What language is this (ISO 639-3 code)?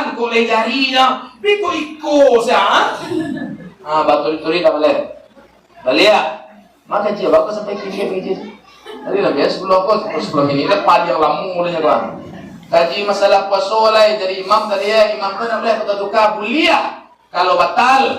min